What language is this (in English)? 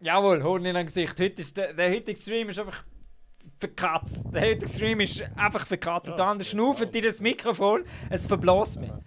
Swiss German